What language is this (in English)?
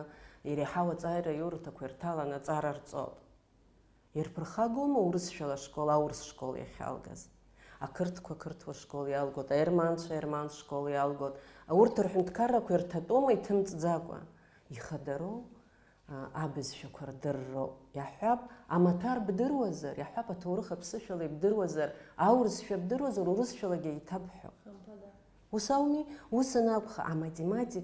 Abkhazian